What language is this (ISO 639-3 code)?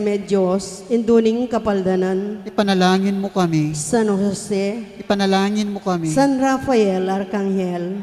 pam